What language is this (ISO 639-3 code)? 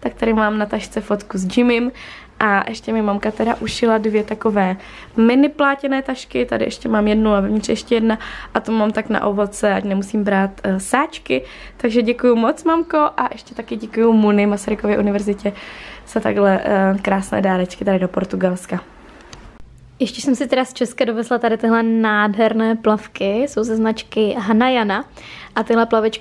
ces